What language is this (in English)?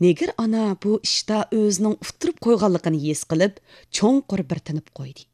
Uyghur